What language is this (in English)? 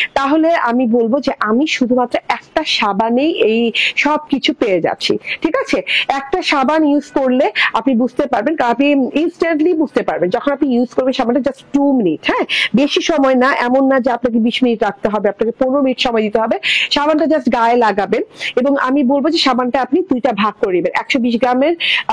Bangla